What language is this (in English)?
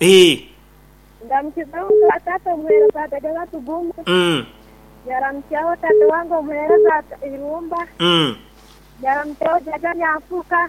Nyankole